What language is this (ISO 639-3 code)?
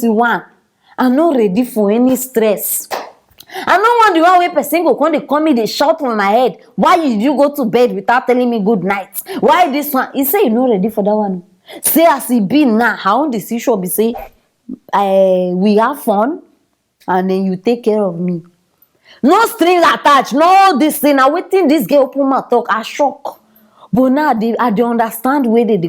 pcm